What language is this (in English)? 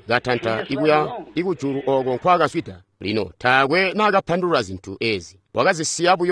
Tonga (Zambia)